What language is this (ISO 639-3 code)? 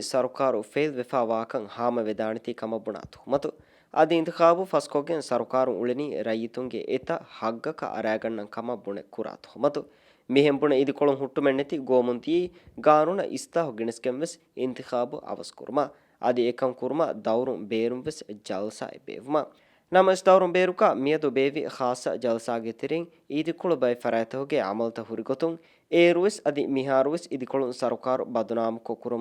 div